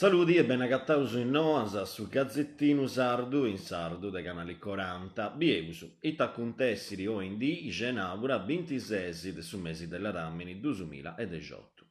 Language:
Sardinian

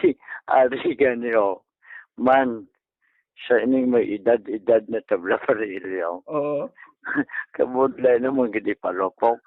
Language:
Hiligaynon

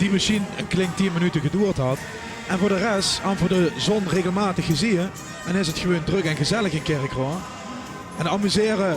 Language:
Limburgish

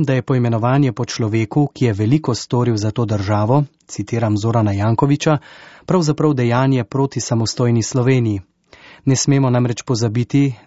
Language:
Slovenian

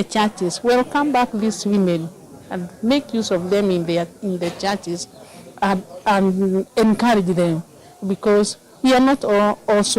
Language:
Kamba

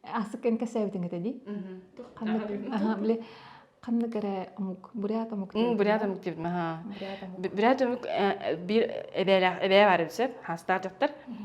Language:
Yakut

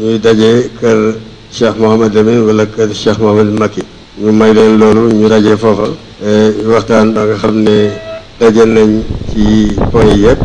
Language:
Wolof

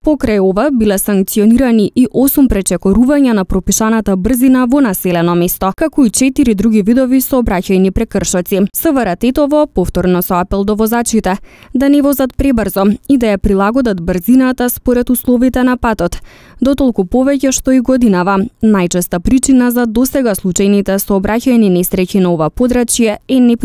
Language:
Macedonian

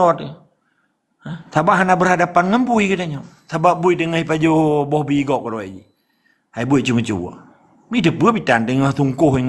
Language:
Achinese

